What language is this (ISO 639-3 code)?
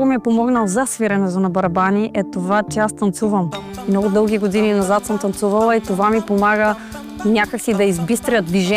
bul